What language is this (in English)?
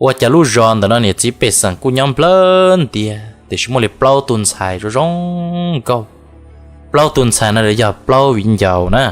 Hmong